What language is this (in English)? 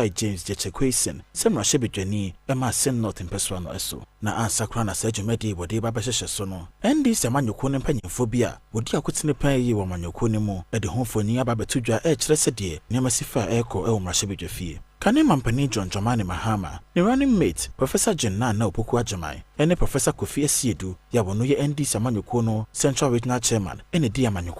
Akan